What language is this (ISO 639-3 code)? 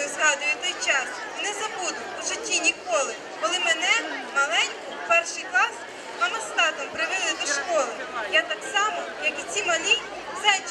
ukr